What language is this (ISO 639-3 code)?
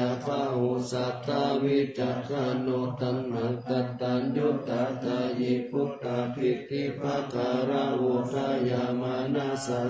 pli